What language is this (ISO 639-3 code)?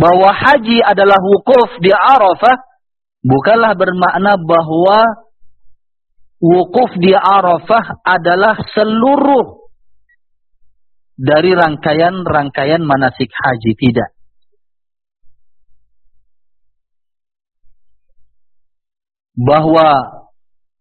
ind